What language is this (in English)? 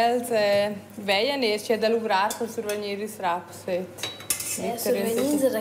Romansh